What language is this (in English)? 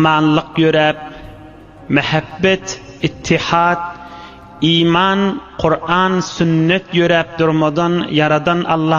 Turkmen